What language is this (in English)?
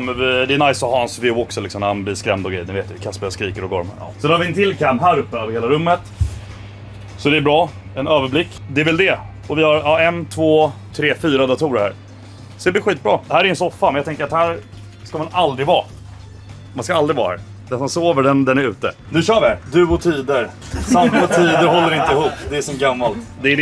Swedish